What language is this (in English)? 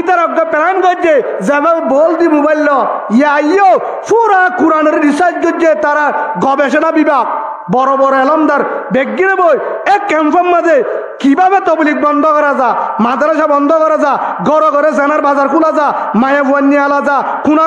Rohingya